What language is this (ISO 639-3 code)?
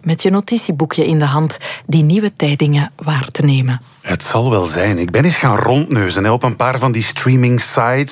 nld